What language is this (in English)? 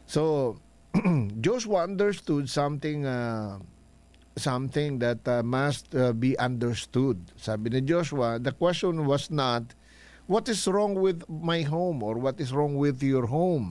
Filipino